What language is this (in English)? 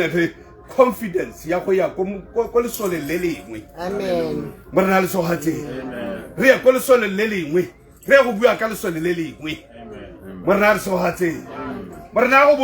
Tswana